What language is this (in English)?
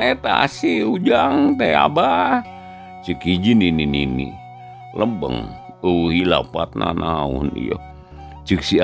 Sundanese